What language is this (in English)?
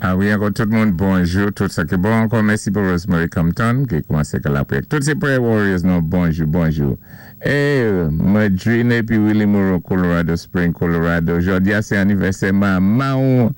Saint Lucian Creole French